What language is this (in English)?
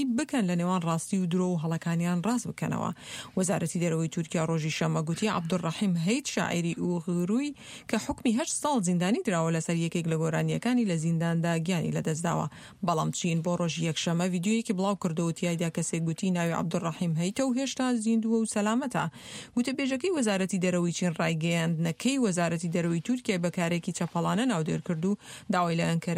Central Kurdish